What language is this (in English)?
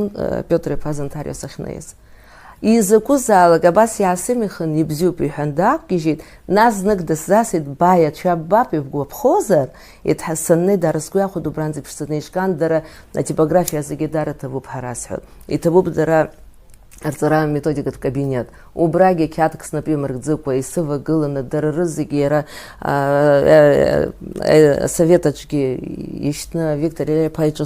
Abkhazian